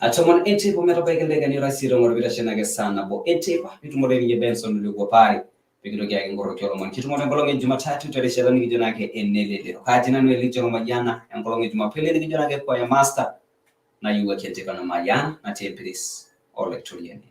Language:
Masai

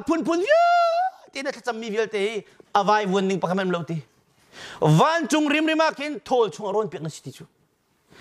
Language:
Hakha Chin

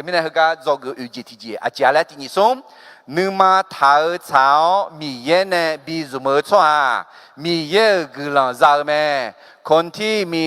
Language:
Akha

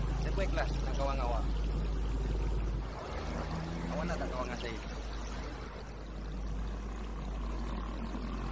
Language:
Malay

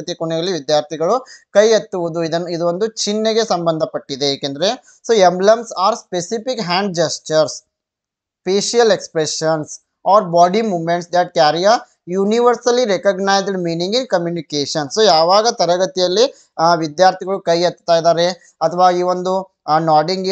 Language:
Kannada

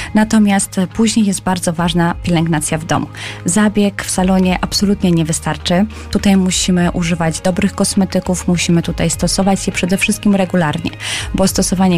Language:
Polish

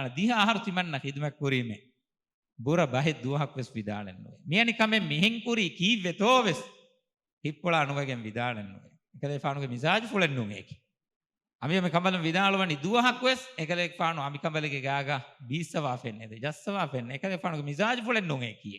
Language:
Divehi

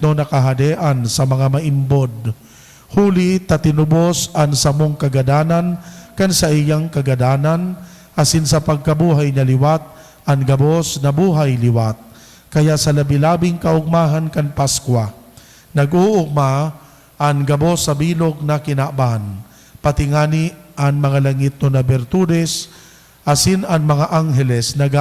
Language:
Bikol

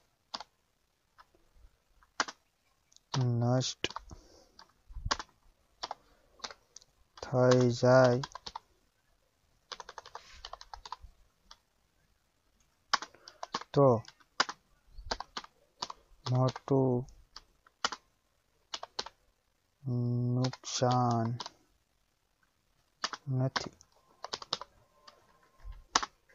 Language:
Gujarati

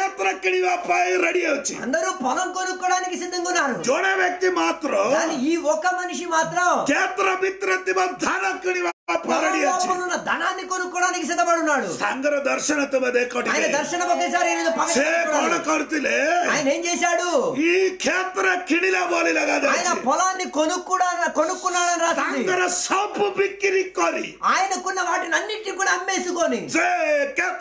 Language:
Telugu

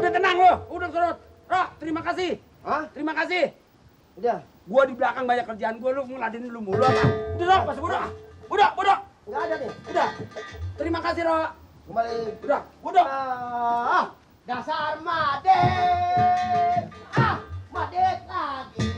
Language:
Betawi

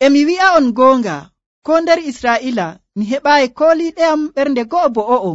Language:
Nigerian Fulfulde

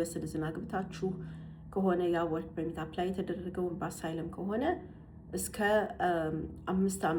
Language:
Amharic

